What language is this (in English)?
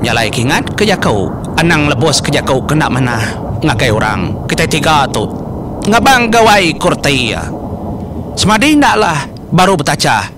Iban